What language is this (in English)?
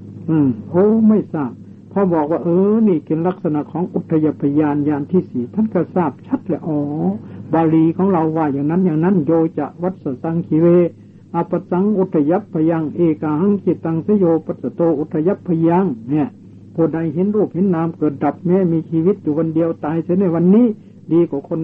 Thai